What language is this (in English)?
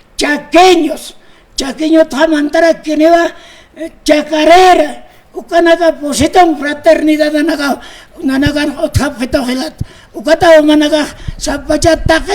Aymara